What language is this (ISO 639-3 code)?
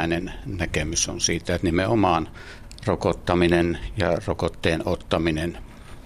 fin